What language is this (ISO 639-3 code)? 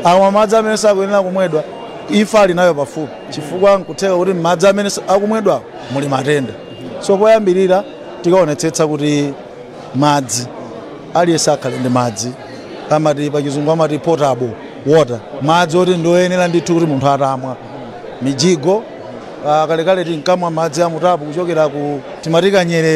nya